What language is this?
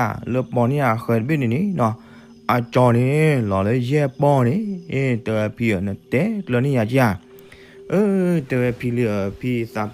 S'gaw Karen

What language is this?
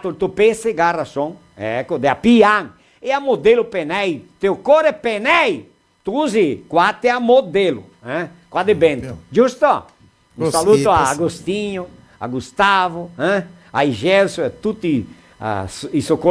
Venetian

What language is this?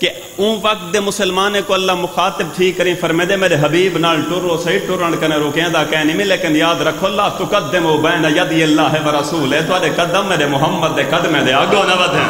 Saraiki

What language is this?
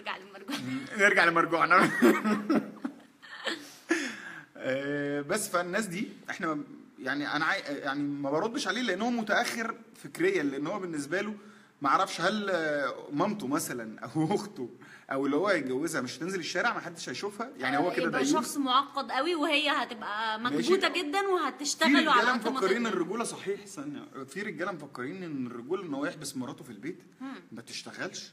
Egyptian Arabic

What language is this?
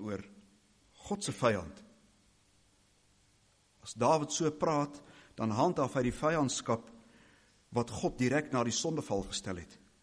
Afrikaans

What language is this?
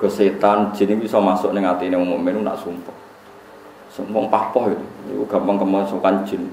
Javanese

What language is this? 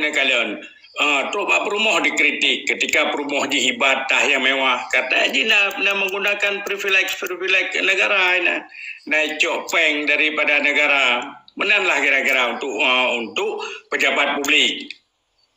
Achinese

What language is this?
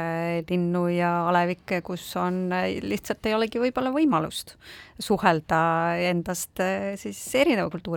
Estonian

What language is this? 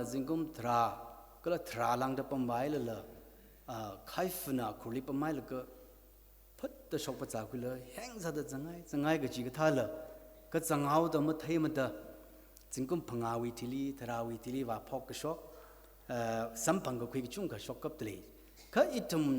Tangkhul Naga (India)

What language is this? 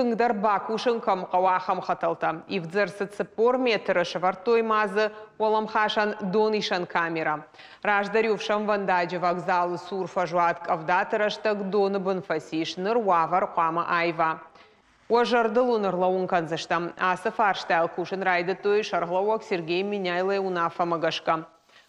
Ossetic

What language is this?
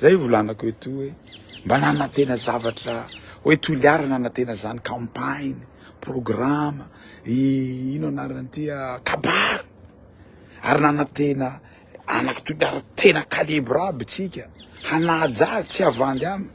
Malagasy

